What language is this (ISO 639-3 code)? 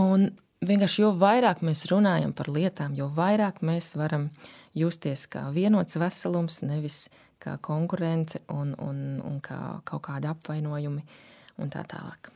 lav